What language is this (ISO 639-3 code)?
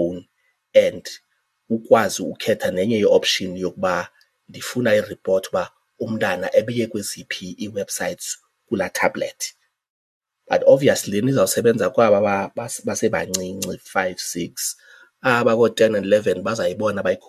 xho